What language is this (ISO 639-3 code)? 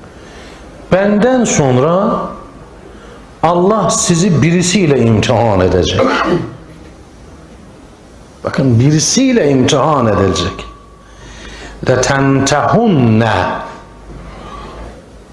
tur